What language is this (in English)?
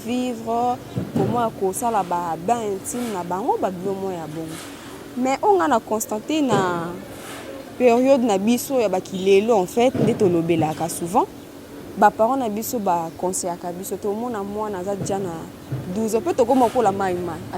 Lingala